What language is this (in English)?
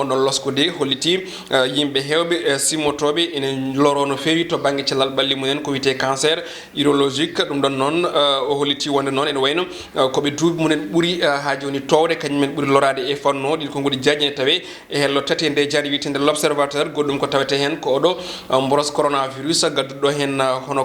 Fula